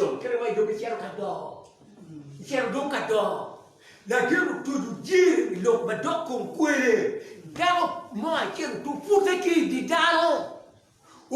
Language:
Acoli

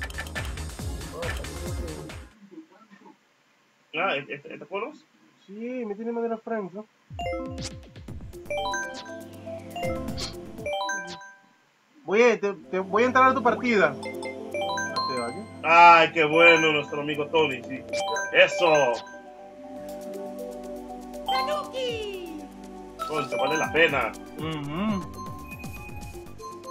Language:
Spanish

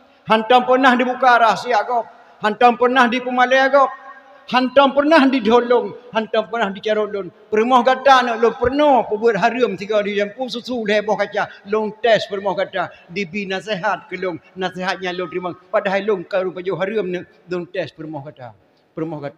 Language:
Achinese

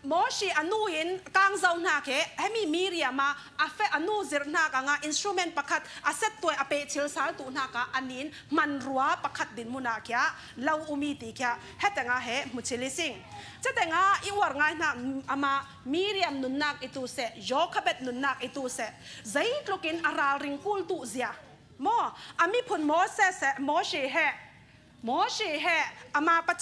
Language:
Falam Chin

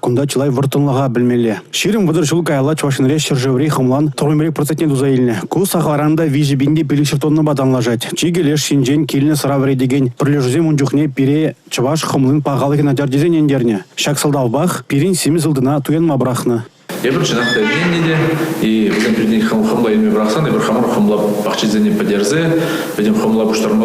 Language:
Chuvash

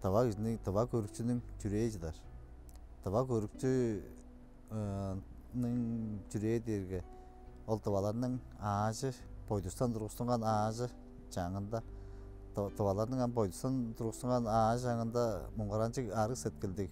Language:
Tuvinian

